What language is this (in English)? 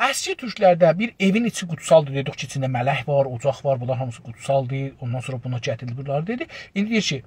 South Azerbaijani